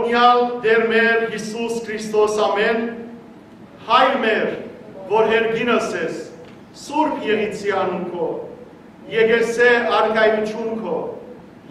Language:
Western Armenian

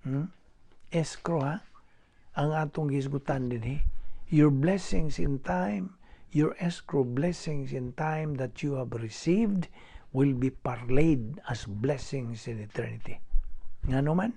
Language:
Cebuano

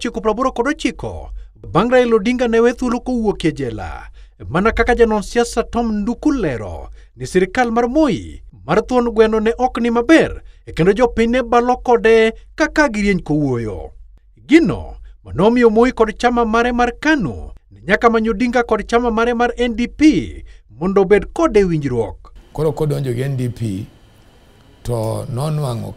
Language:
Luo (Kenya and Tanzania)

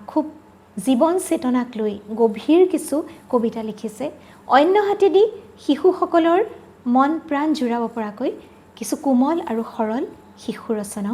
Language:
Assamese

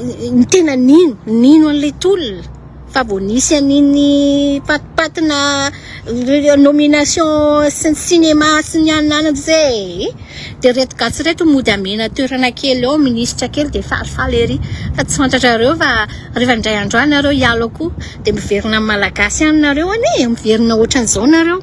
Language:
Malagasy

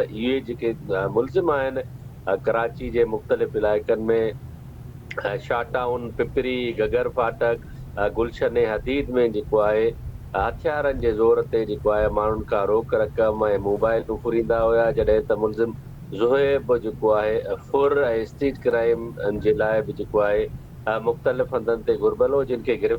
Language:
Sindhi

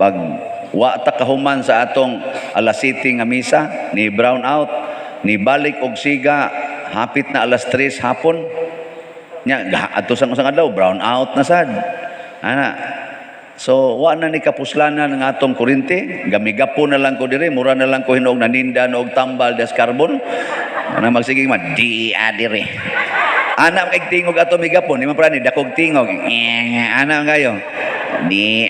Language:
Cebuano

